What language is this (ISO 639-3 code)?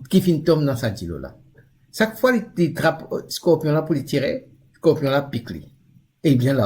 mfe